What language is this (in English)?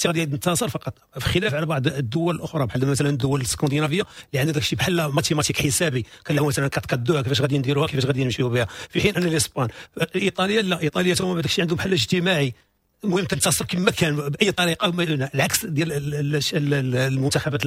Moroccan Arabic